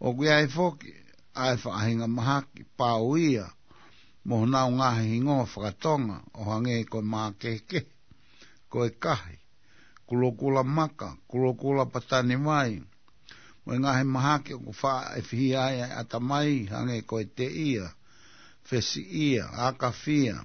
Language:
Tongan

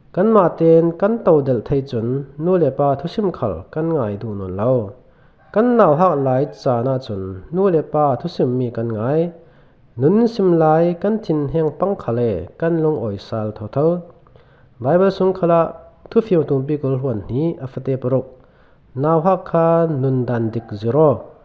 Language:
Falam Chin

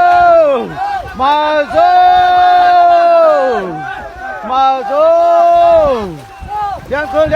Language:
Shan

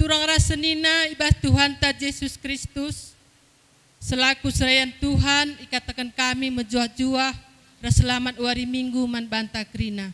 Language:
Batak Karo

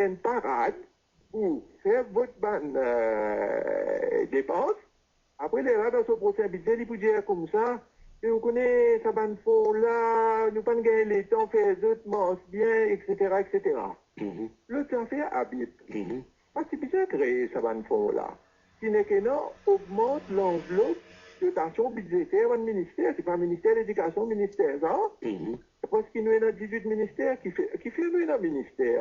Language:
Morisyen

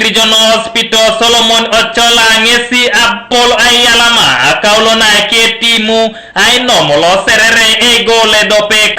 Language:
Teso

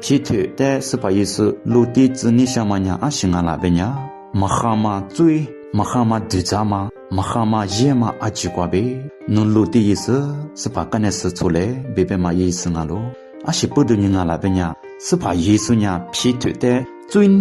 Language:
Lisu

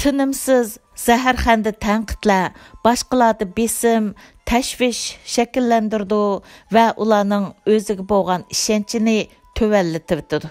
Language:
Uyghur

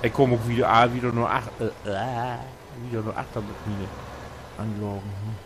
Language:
Low German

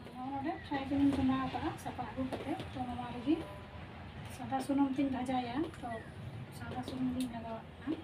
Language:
Santali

